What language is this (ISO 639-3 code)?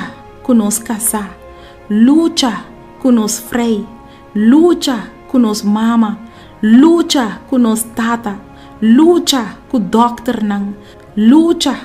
pap